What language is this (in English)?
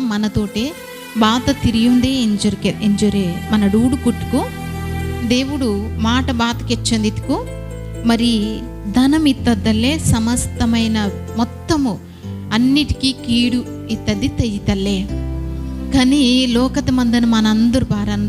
Koya